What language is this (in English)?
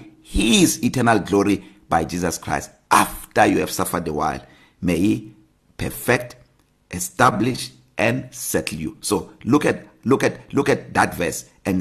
English